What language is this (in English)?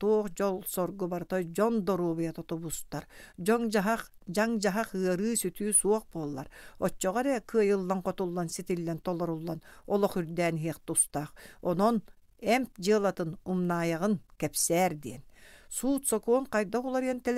Yakut